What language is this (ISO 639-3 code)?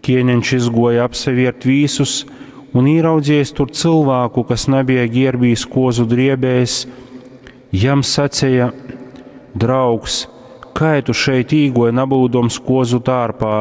ltg